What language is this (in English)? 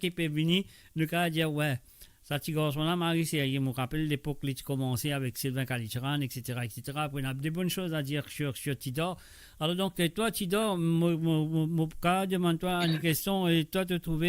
Morisyen